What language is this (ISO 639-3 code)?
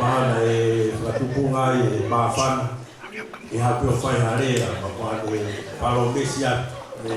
ton